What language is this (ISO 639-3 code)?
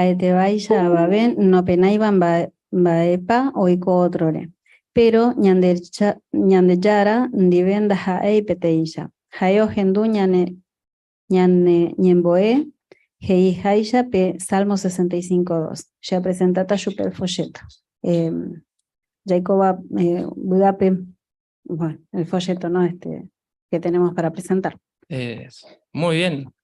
grn